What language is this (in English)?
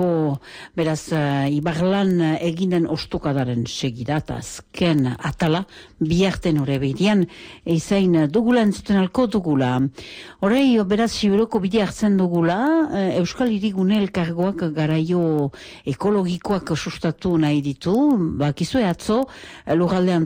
Basque